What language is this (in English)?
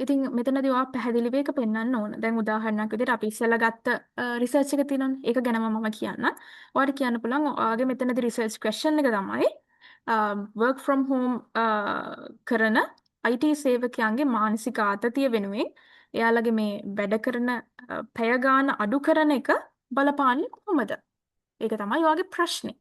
Sinhala